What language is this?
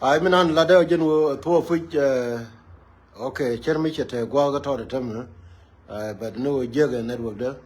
Nuer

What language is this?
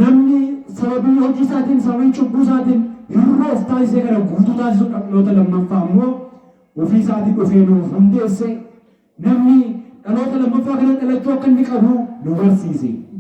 Oromo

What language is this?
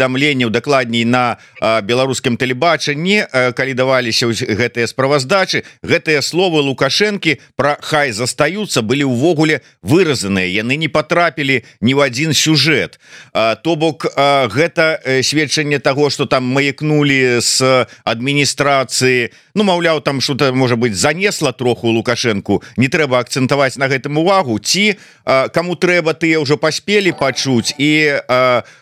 Belarusian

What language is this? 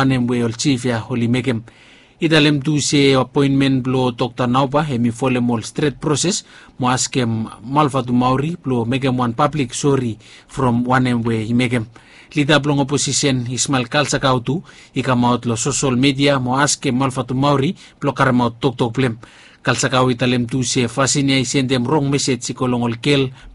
Bislama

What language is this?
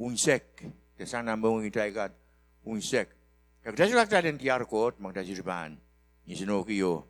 Pohnpeian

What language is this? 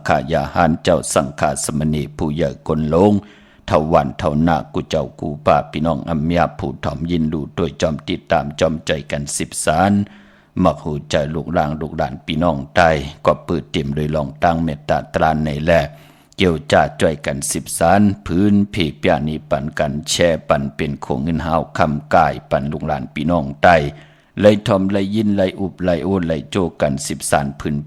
Shan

